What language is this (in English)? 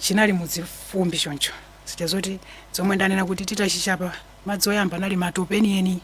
Nyanja